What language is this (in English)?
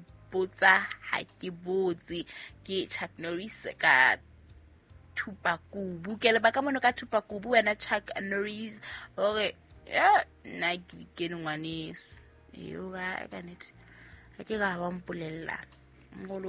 Southern Sotho